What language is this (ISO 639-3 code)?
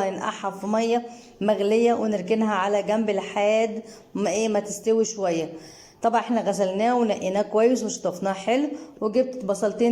arz